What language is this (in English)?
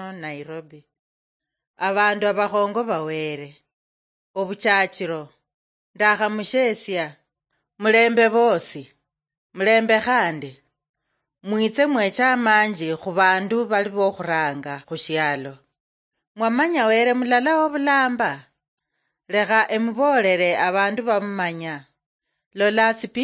Luyia